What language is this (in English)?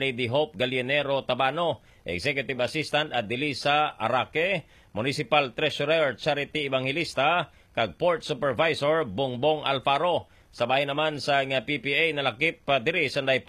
Hiligaynon